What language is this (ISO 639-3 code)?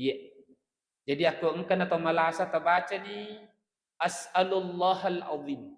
bug